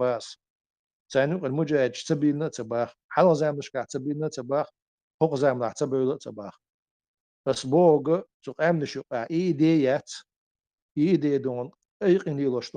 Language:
Chechen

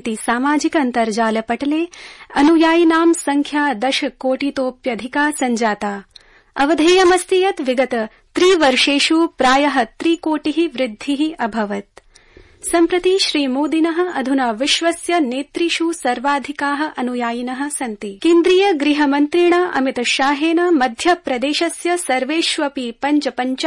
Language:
Sanskrit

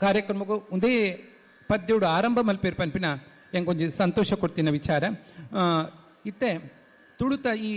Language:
Tulu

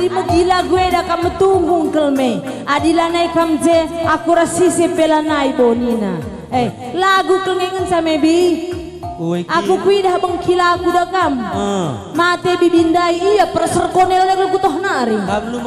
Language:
Batak Karo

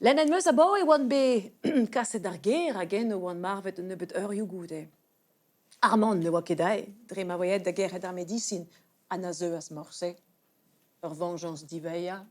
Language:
Breton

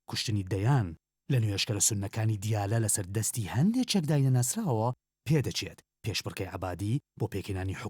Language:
Central Kurdish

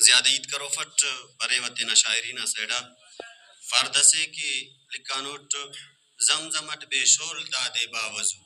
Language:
Brahui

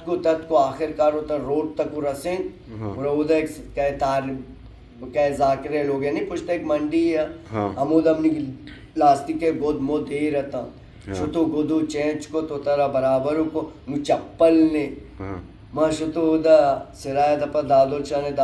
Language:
Baluchi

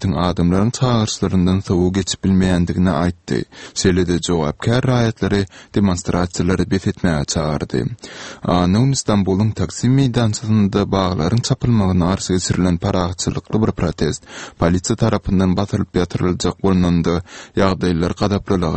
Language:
Turkmen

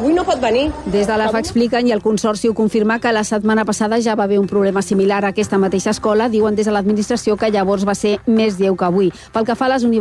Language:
Catalan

